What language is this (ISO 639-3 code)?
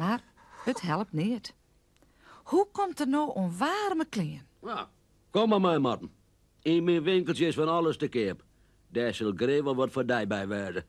fry